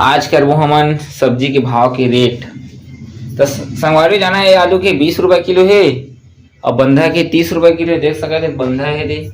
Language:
Chhattisgarhi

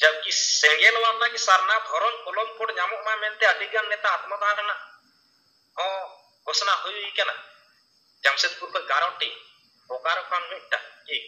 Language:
Santali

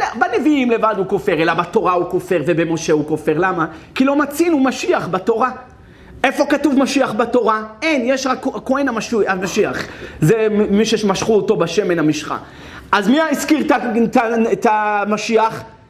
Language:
Hebrew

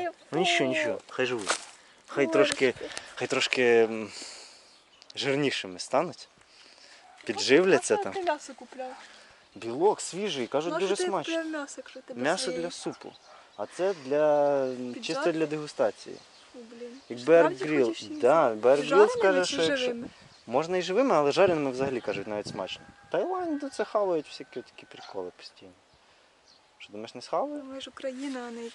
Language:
Ukrainian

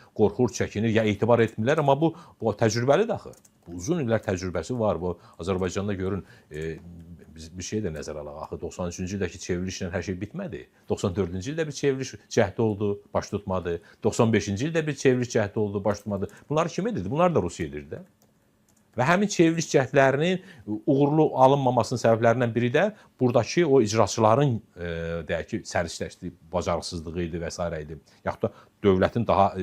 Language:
Azerbaijani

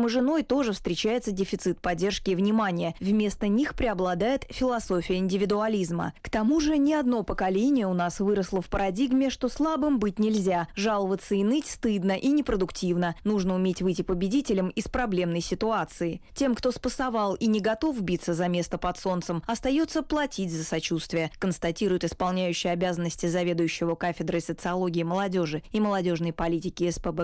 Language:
Russian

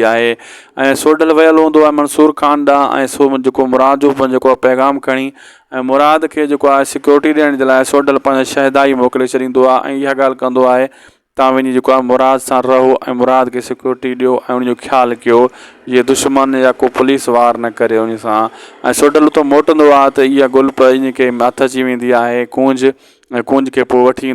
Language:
Sindhi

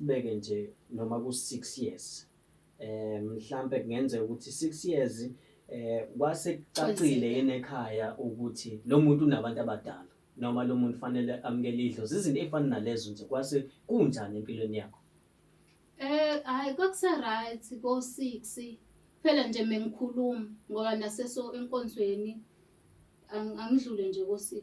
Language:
Zulu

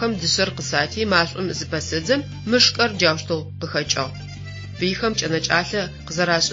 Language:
Adyghe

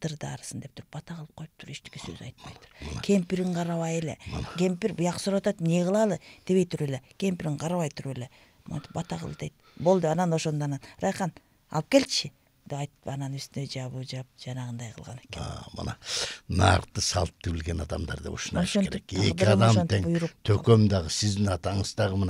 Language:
Kyrgyz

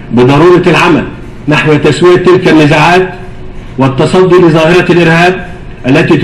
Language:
Arabic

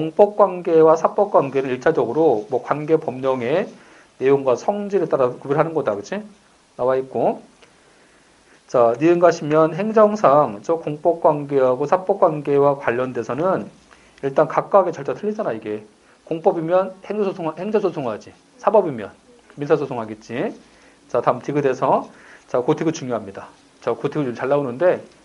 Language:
Korean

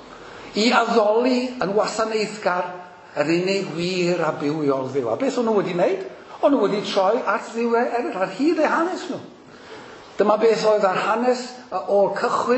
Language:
Welsh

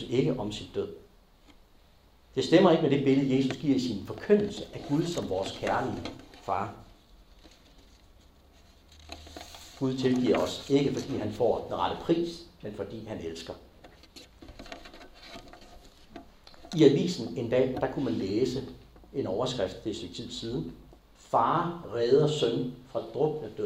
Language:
Danish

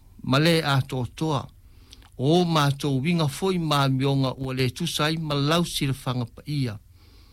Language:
Samoan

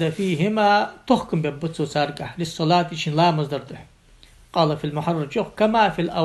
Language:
Ingush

